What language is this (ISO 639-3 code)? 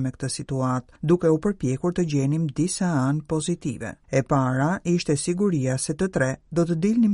sqi